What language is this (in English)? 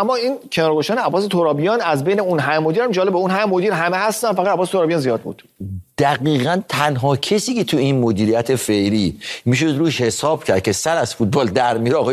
Persian